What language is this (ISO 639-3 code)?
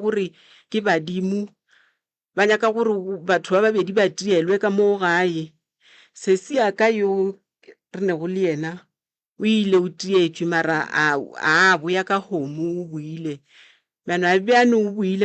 nso